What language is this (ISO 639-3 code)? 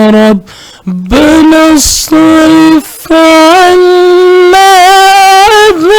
ful